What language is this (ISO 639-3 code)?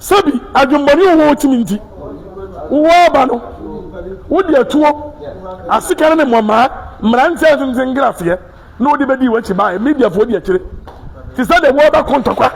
aka